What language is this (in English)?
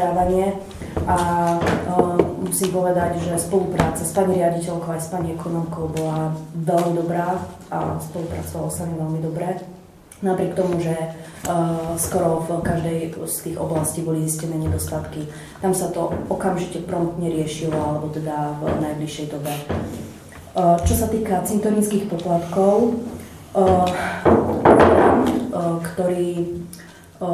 Slovak